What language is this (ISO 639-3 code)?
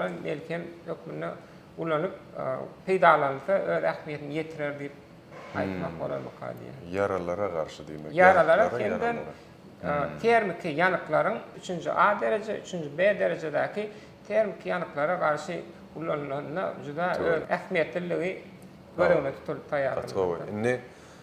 tuk